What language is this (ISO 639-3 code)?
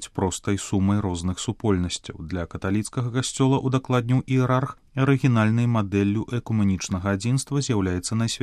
bel